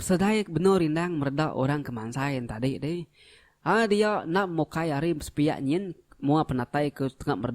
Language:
Iban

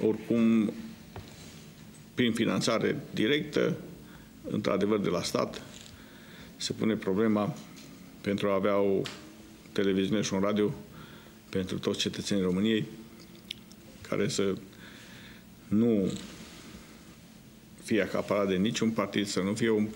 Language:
Romanian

